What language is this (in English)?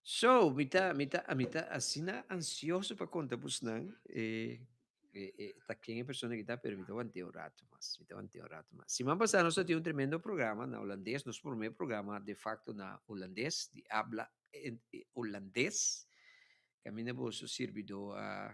Papiamento